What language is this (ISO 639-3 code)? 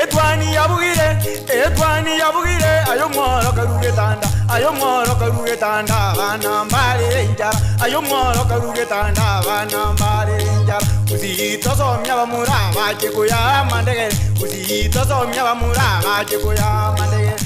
guz